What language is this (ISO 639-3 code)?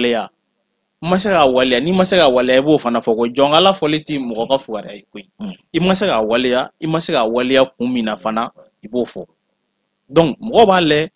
bam